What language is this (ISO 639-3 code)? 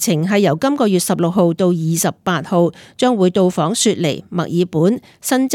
yue